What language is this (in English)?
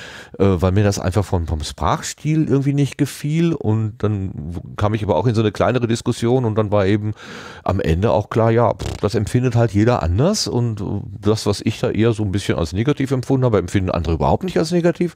German